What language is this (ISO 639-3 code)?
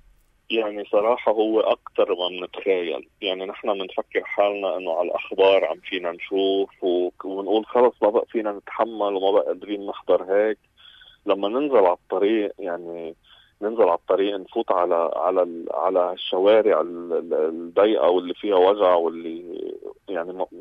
apc